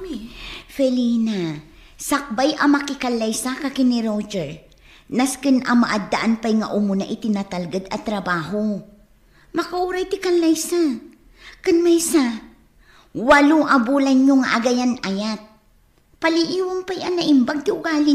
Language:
Iloko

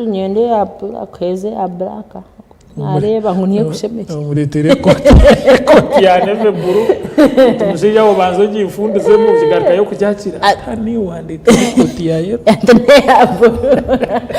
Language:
Nyankole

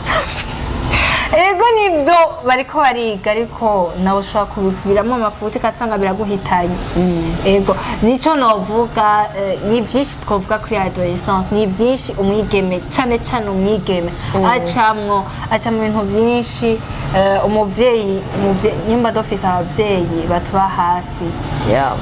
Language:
Rundi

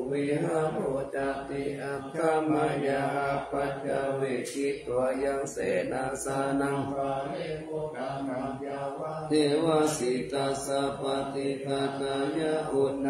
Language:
Pali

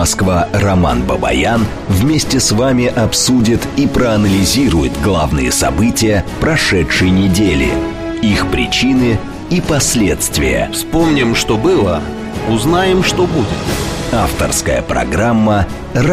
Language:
Russian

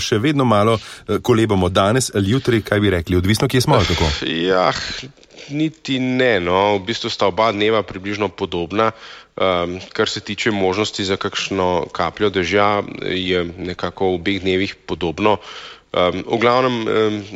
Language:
Slovenian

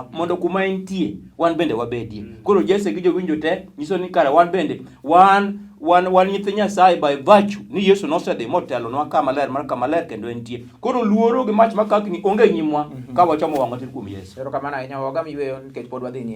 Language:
Luo (Kenya and Tanzania)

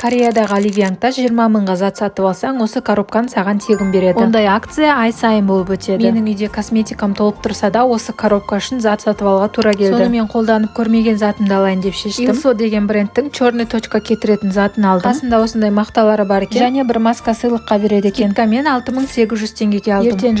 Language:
Kazakh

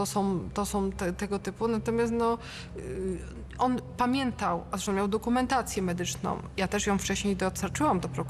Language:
Polish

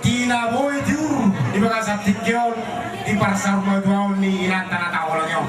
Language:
Batak Toba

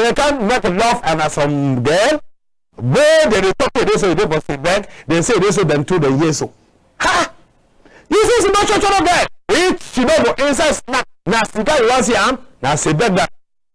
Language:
Cameroon Pidgin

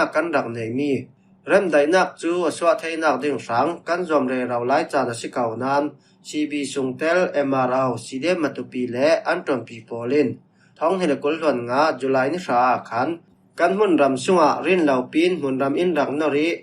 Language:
Falam Chin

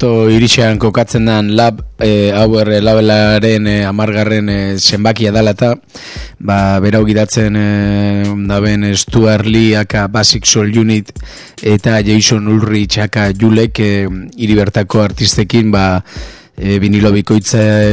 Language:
Basque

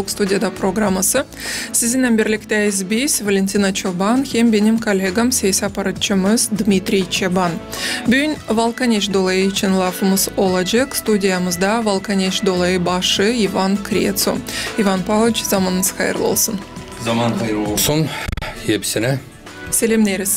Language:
Gagauz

